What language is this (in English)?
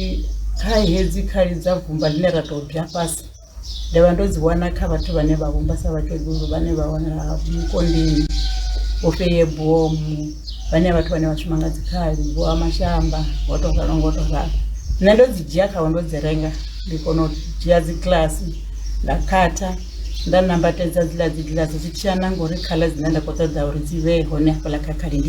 Venda